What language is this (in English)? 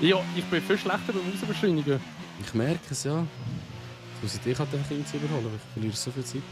Swiss German